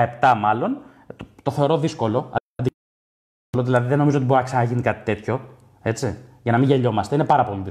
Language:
Greek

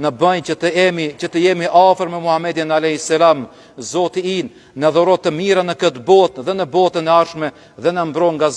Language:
Albanian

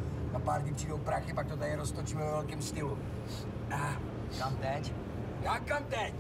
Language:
Czech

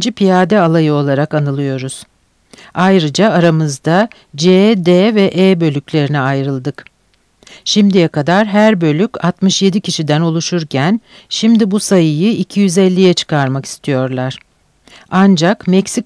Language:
Turkish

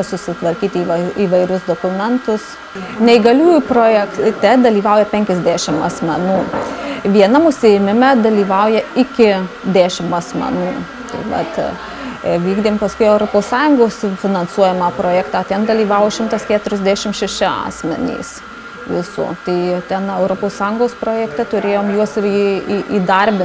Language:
Lithuanian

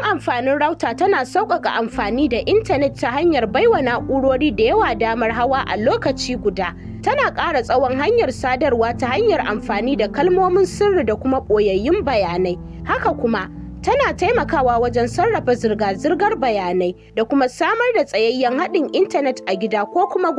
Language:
Hausa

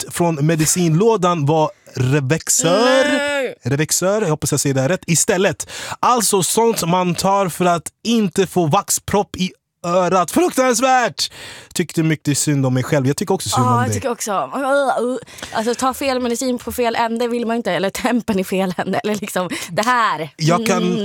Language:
Swedish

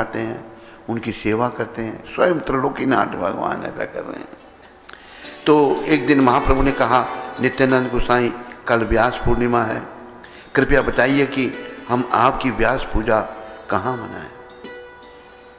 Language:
Hindi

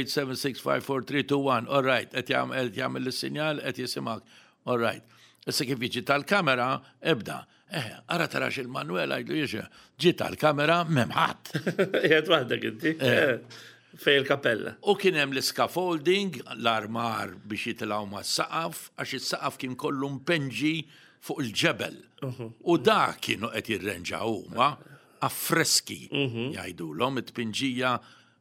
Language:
Maltese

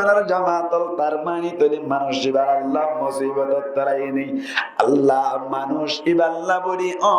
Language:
Rohingya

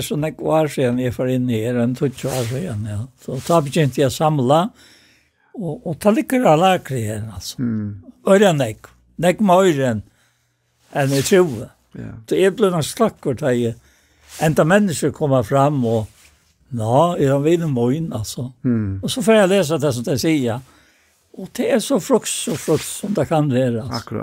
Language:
Faroese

